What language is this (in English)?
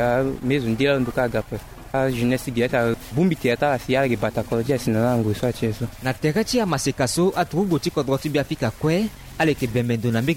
Sango